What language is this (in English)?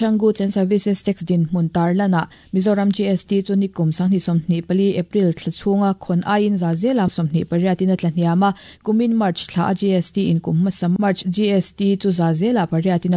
Mizo